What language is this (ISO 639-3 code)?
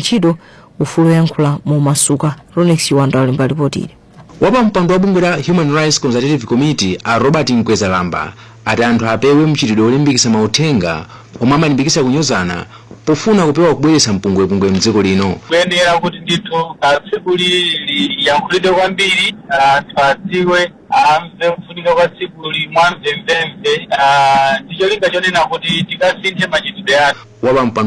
nya